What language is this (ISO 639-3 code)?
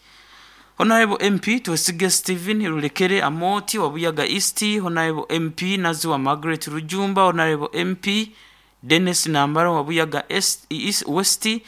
nyo